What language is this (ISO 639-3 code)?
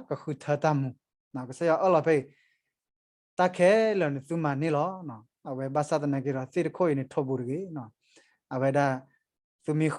ksw